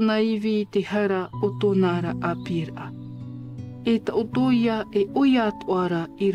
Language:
Tahitian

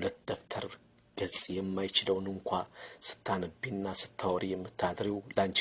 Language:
Amharic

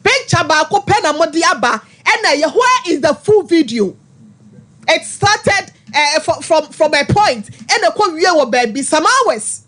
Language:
Akan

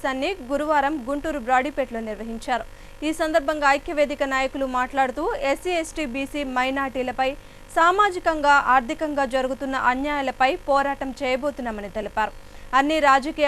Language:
Telugu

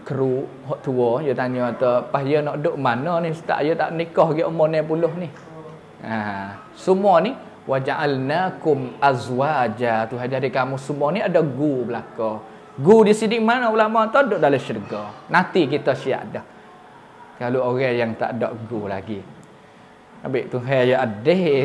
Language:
Pattani Malay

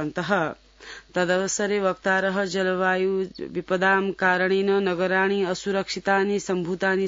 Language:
Sanskrit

